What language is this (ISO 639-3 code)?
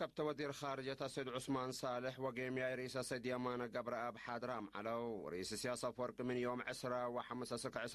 tig